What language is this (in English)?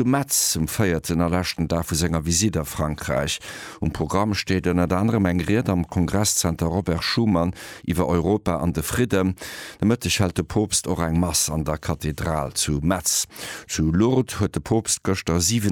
Luxembourgish